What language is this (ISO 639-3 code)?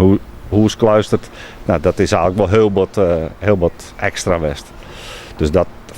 fry